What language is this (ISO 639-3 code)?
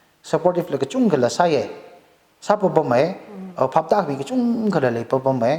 nmf